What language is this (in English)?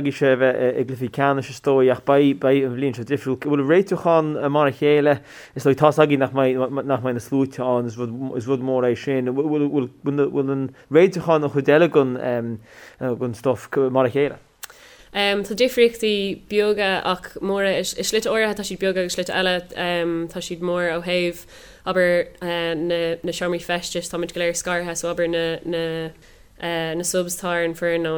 Irish